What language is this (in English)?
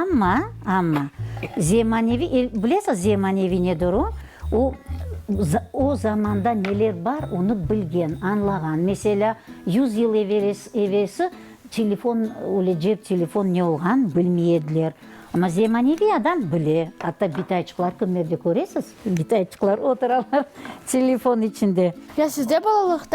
Crimean Tatar